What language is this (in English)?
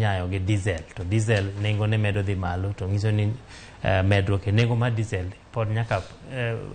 Luo (Kenya and Tanzania)